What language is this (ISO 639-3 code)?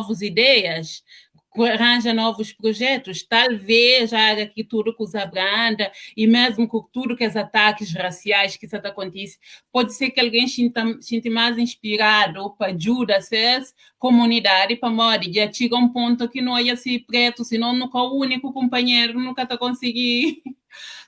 kea